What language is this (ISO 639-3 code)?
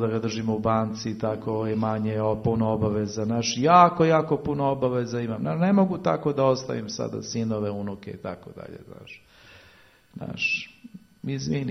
srp